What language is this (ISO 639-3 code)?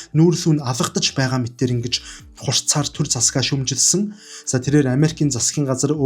mon